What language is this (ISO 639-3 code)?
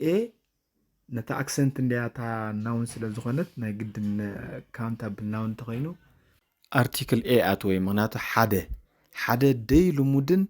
tir